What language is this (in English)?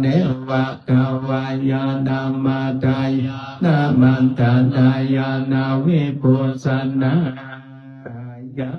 Pali